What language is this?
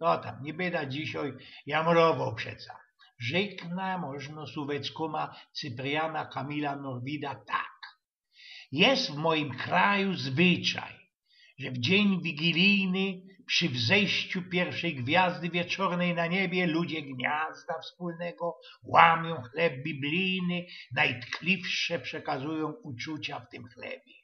Silesian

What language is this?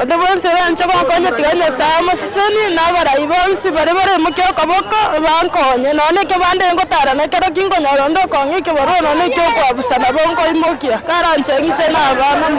Gusii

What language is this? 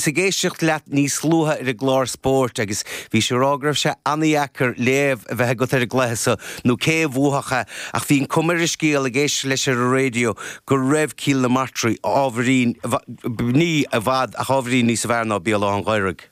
Irish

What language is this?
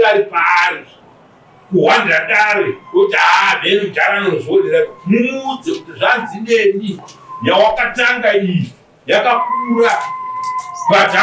Shona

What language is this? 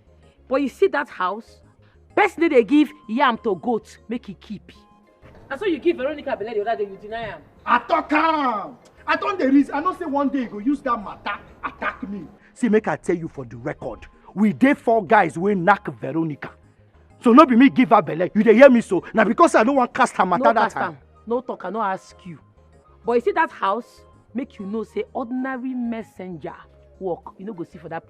Nigerian Pidgin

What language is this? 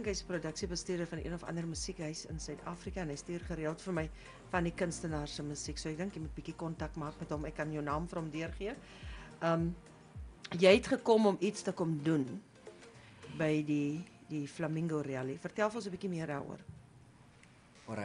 Afrikaans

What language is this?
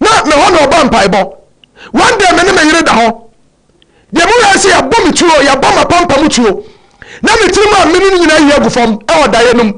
Akan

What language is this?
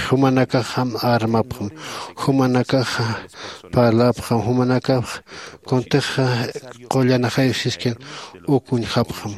Aymara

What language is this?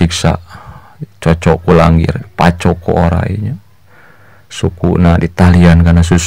Sundanese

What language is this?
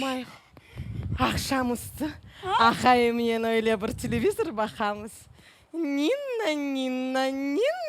Crimean Tatar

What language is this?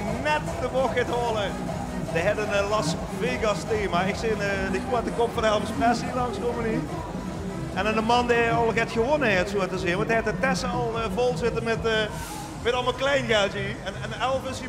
Limburgish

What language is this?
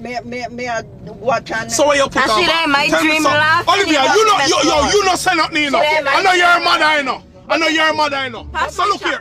Jamaican Creole English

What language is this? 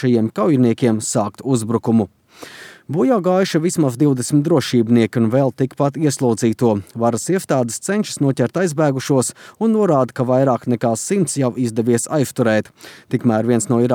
Latvian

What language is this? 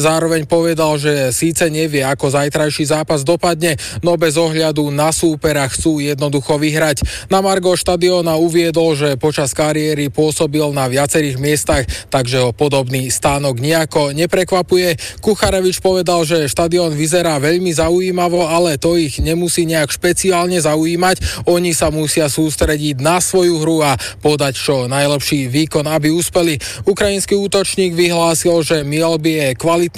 Slovak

